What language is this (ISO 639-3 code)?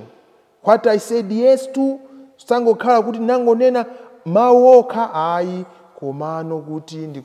nya